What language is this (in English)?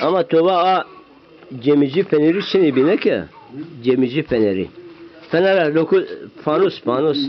Zaza